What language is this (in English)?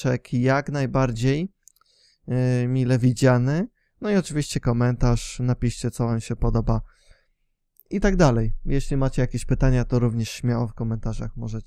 Polish